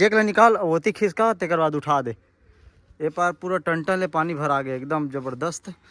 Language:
Chhattisgarhi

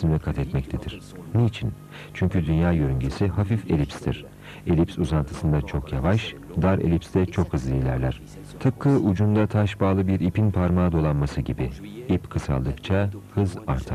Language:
Turkish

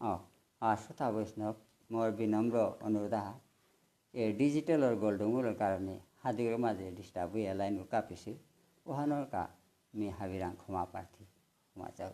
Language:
Bishnupriya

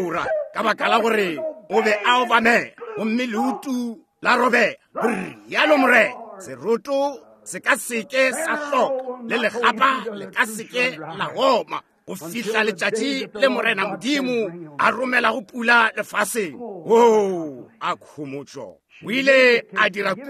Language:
Northern Sotho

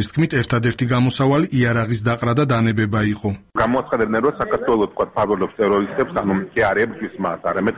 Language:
Georgian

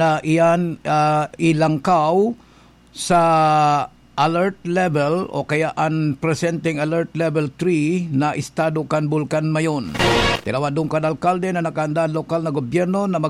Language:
Bikol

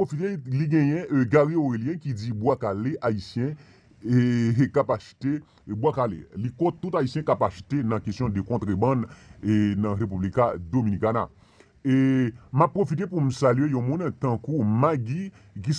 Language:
Haitian Creole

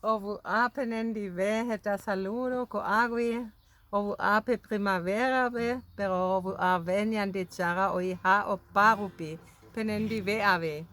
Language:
Guarani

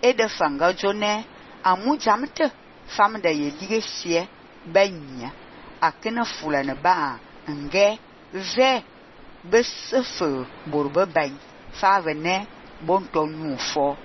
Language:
Fang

